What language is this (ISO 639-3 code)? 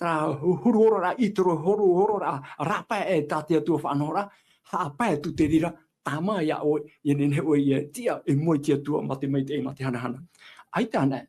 tah